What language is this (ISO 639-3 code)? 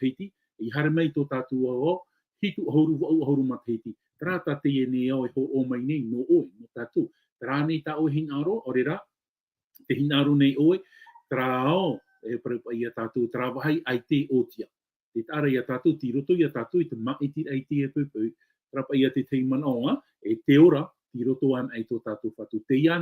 tah